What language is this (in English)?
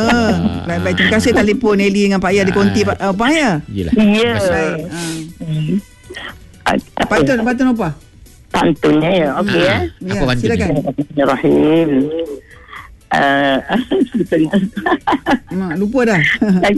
Malay